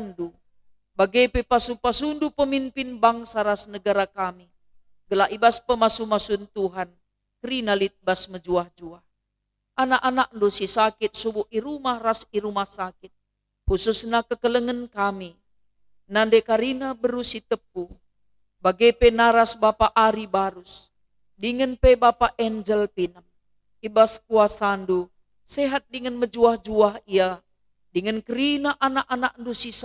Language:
Batak Karo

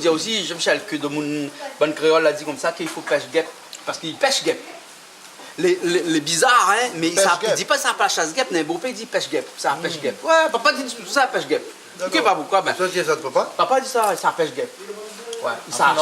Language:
Réunion Creole French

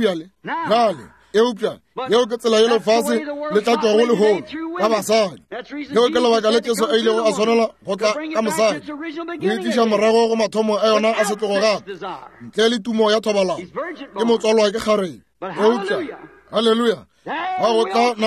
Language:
Northern Sotho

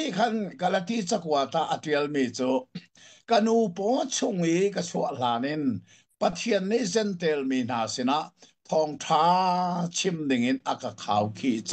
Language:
Hakha Chin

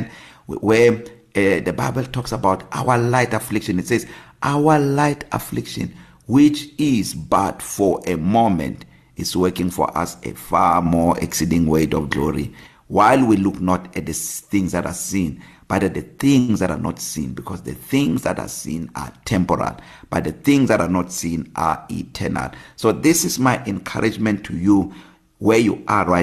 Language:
English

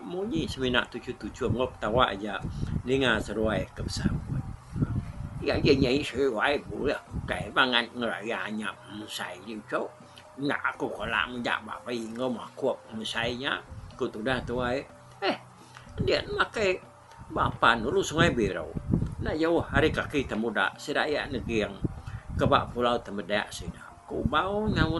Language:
Iban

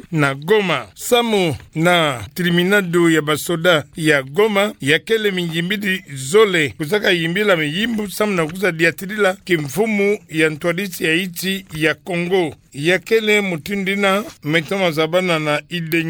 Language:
Kituba (Democratic Republic of Congo)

